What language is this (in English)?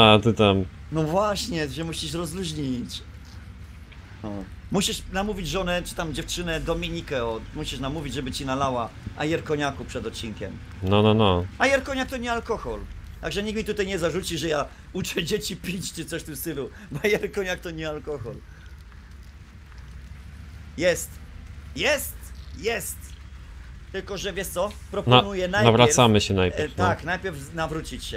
Polish